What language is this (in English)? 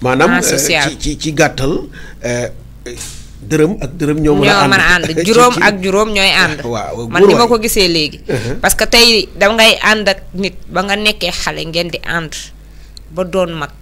Wolof